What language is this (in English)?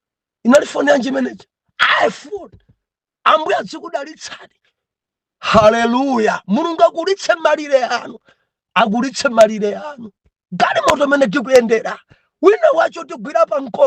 Nyanja